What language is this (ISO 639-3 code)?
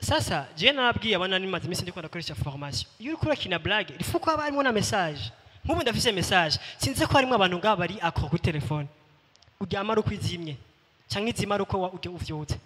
run